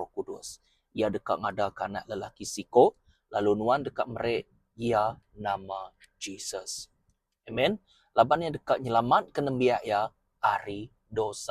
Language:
Iban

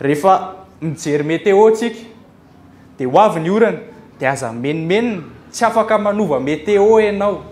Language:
Malagasy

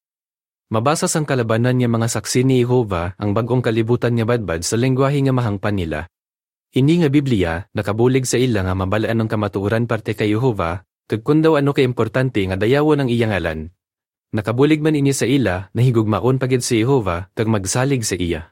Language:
Hiligaynon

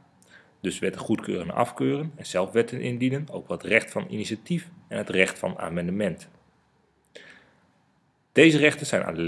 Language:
Dutch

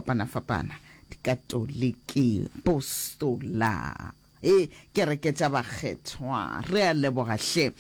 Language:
Northern Sotho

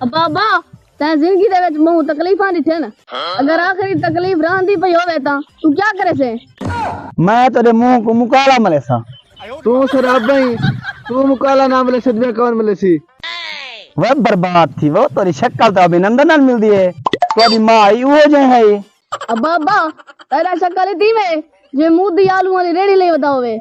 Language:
Saraiki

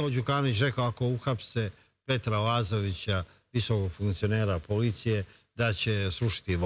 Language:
Serbian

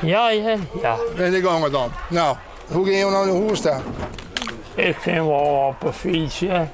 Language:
Western Frisian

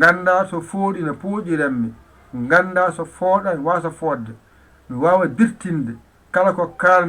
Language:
Fula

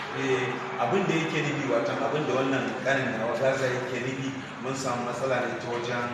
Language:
Hausa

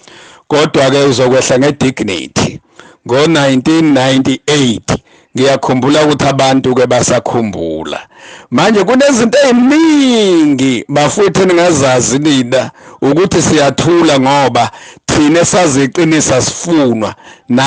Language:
Zulu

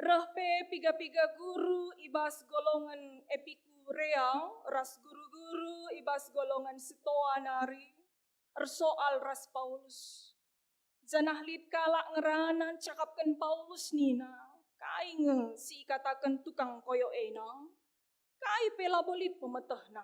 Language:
Batak Karo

